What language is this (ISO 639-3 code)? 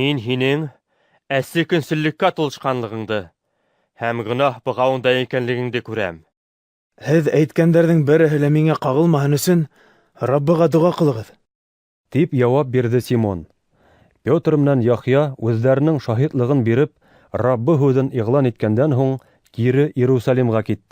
bak